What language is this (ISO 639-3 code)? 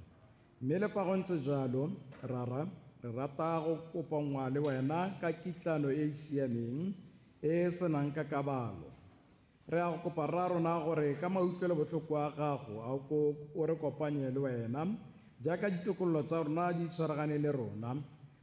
tsn